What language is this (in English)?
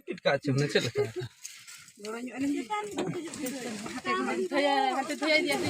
Santali